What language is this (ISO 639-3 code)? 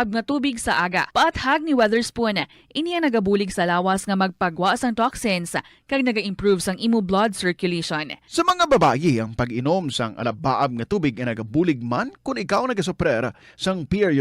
hil